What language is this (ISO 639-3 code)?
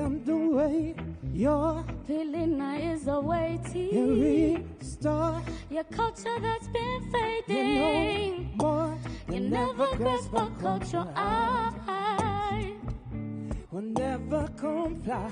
haw